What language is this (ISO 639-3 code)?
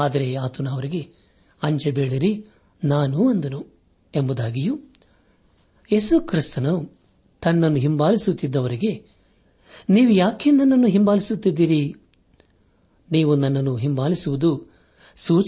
kan